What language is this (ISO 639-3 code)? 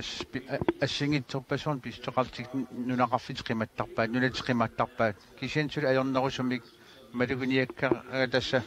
kal